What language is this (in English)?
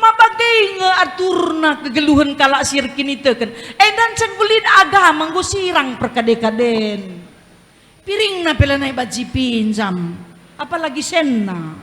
Batak Karo